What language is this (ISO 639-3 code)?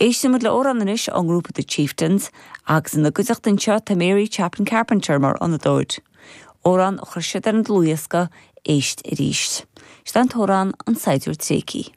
gle